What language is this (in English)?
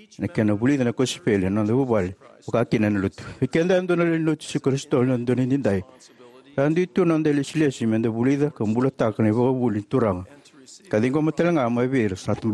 Fijian